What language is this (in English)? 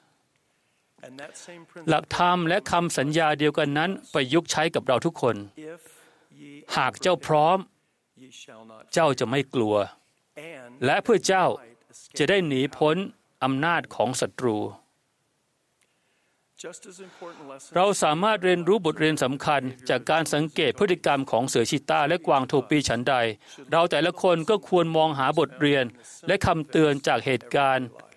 Thai